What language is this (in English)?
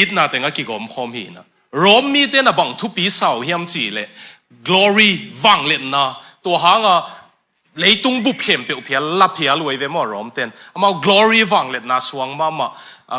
Tedim Chin